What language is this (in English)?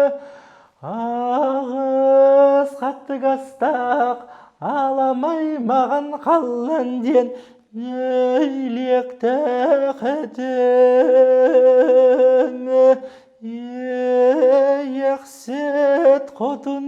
Yakut